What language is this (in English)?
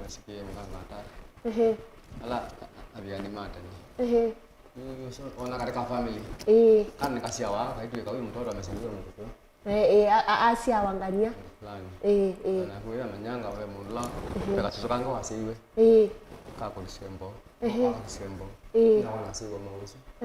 Kamba